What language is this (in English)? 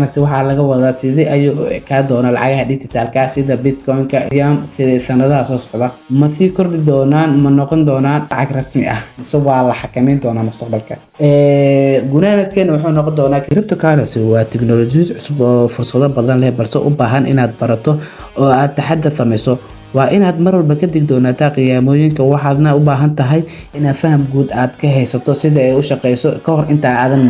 Somali